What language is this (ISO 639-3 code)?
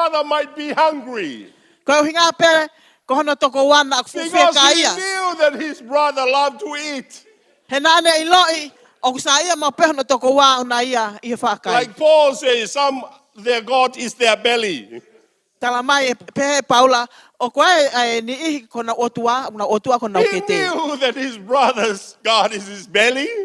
ton